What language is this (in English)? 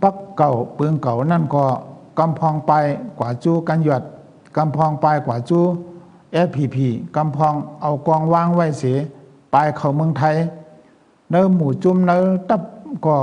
Shan